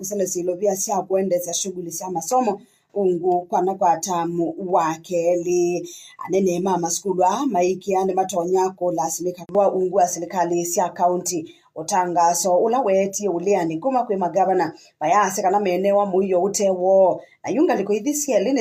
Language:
Kamba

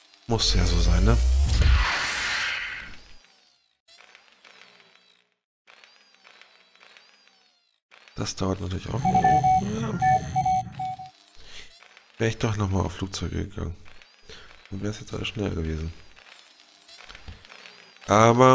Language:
German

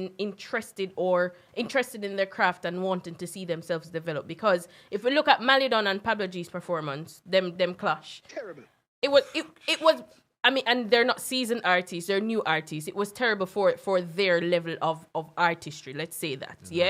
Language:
Jamaican Creole English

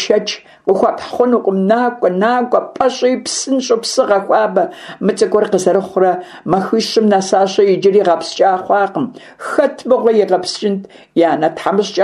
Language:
Kabardian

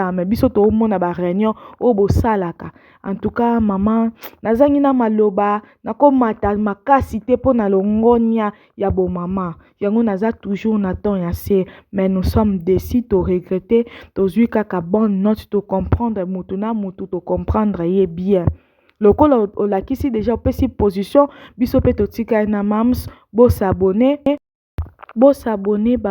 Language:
Lingala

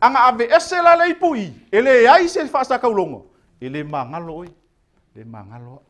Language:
Samoan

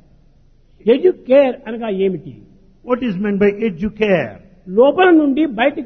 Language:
Telugu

